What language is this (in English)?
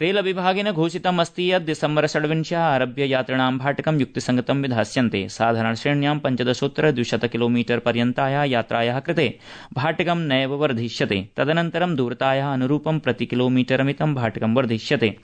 Sanskrit